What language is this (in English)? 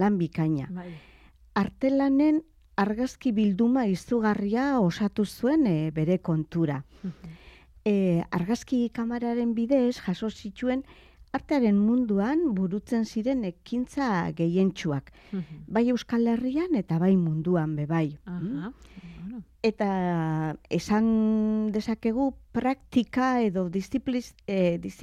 Basque